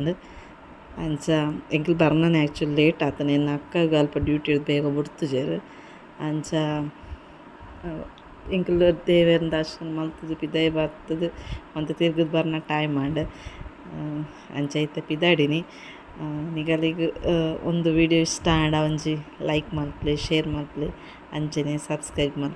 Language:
Tulu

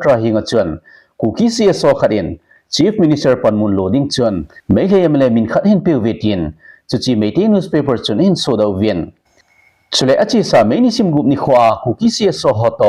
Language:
Thado Chin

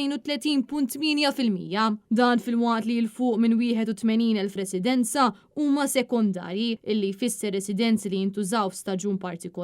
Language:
Maltese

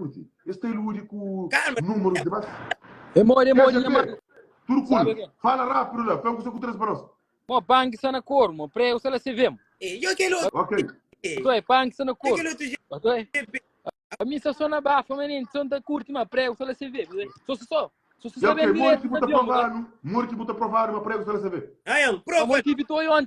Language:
Kabuverdianu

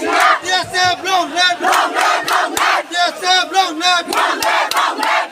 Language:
Kok Borok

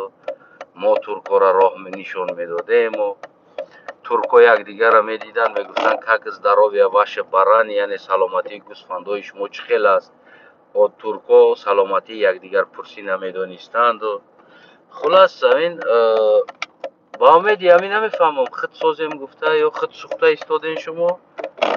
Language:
Tajik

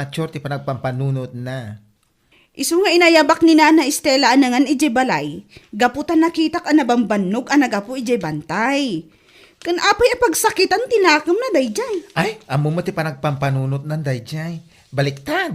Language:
Iloko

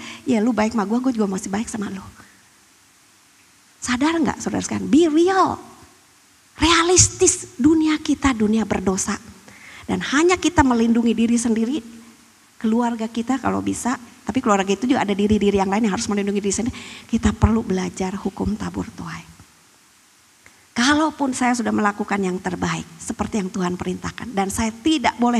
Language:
Indonesian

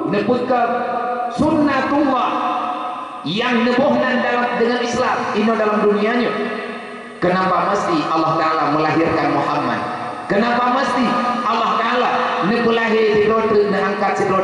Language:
Achinese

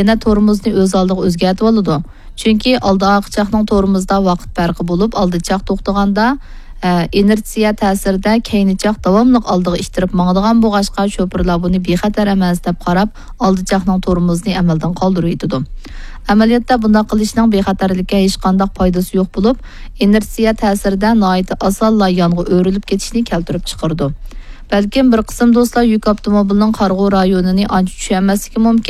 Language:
Uyghur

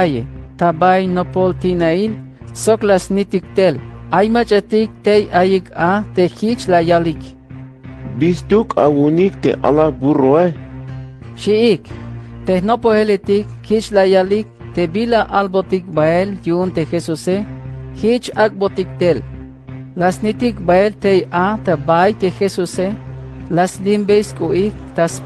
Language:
Tzeltal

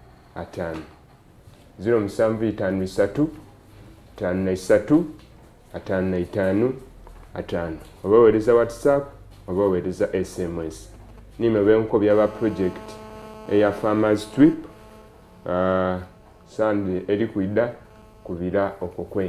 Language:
Soga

